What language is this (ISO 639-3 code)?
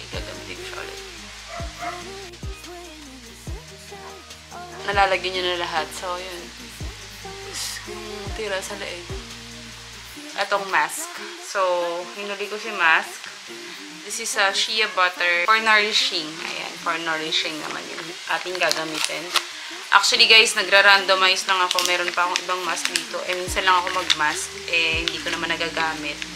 fil